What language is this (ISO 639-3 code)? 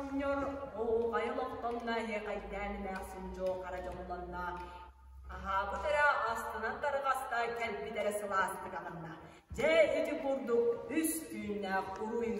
sah